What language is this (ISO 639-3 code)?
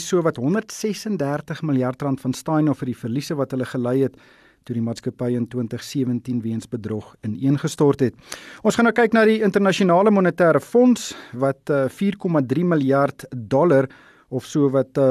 afr